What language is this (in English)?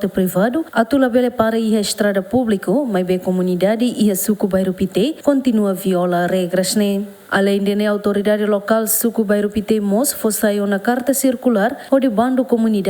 Tetum